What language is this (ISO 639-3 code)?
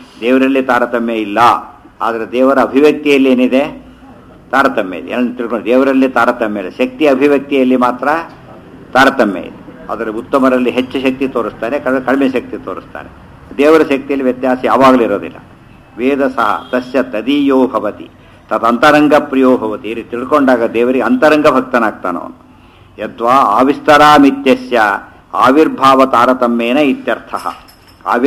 kan